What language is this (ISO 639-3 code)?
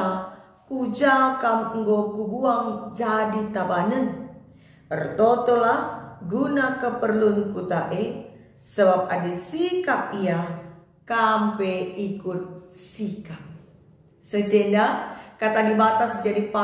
btx